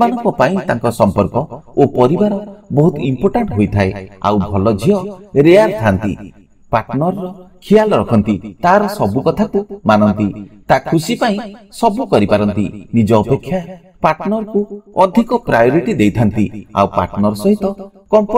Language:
Odia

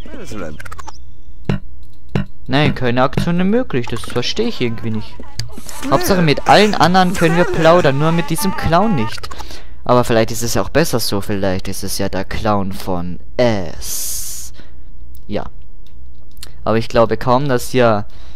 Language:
German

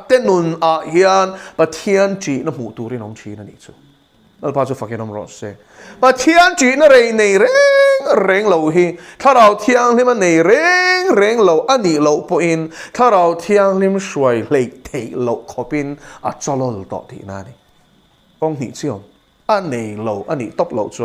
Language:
Mizo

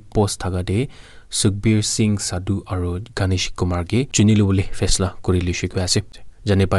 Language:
Naga Pidgin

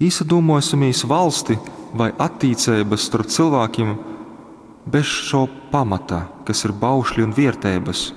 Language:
Latgalian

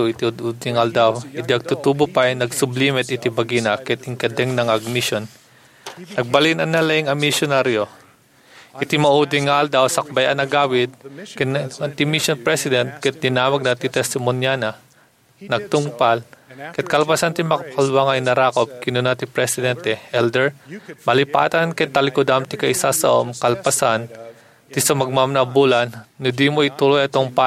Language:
Iloko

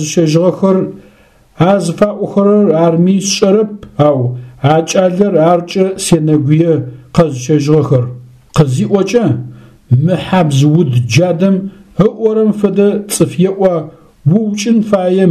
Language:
Adyghe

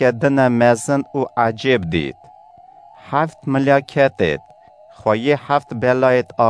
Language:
Kurdish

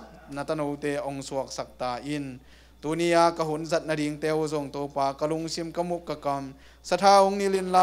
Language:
Tedim Chin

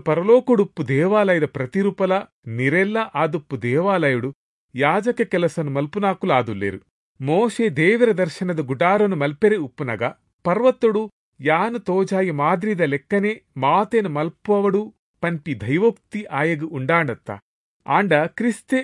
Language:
Tulu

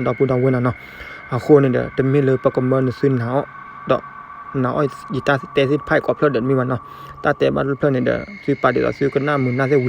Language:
S'gaw Karen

